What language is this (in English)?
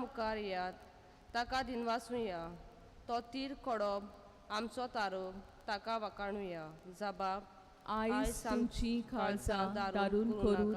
Konkani